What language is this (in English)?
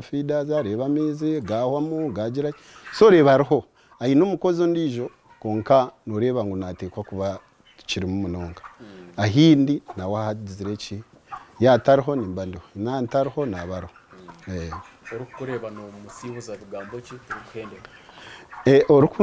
Nyankole